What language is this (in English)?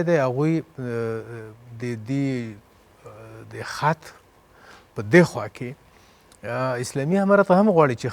Pashto